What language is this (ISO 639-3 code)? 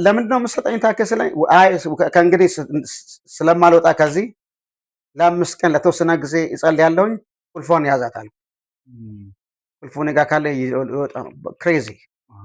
amh